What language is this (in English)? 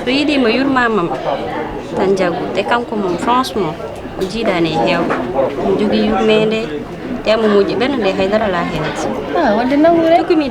Fula